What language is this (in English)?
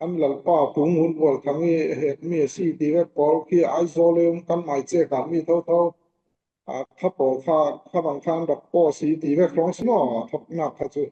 Falam Chin